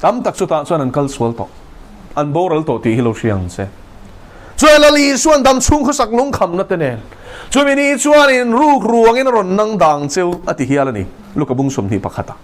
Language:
Mizo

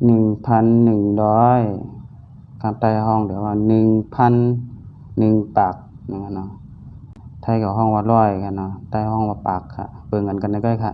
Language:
Shan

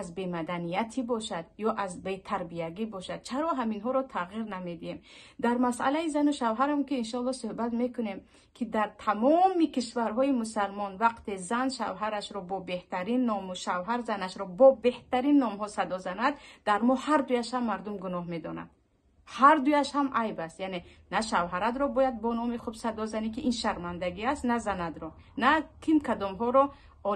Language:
Tajik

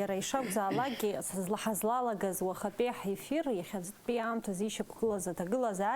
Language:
Abkhazian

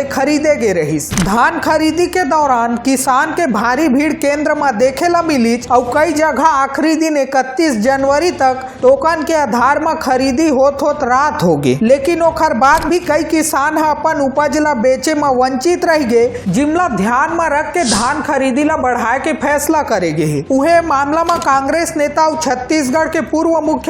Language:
Chhattisgarhi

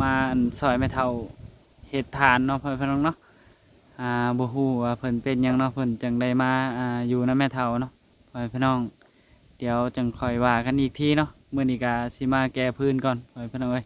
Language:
Lao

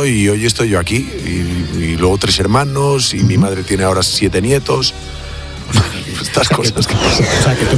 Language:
Spanish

